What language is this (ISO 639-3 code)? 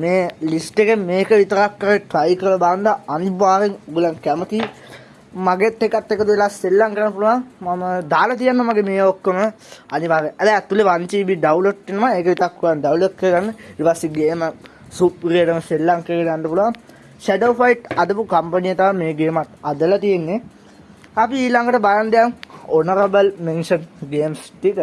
sin